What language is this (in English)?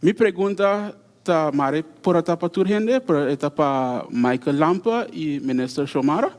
Papiamento